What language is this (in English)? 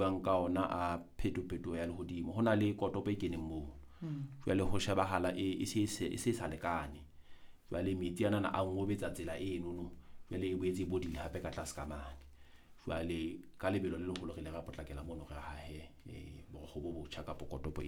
Southern Sotho